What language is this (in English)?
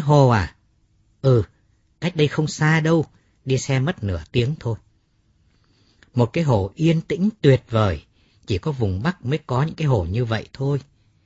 Vietnamese